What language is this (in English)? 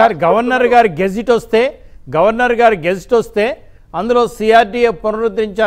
Telugu